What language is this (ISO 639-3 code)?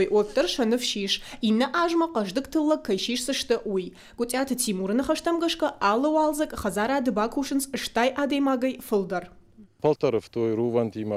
oss